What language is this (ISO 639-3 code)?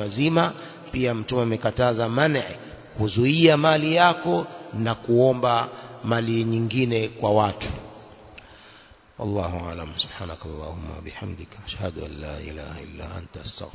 swa